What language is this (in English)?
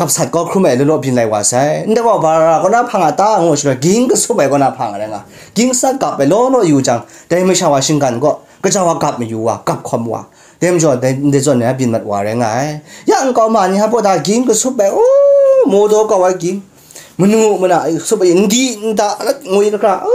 Kachin